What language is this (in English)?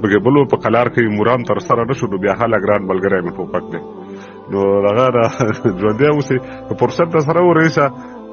Pashto